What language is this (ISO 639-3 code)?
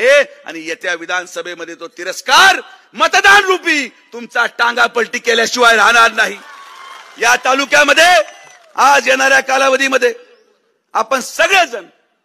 mar